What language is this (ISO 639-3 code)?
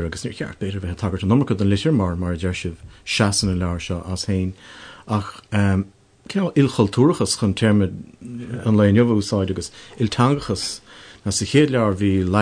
gle